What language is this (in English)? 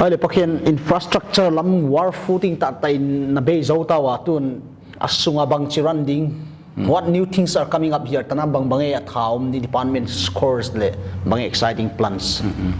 Paite Chin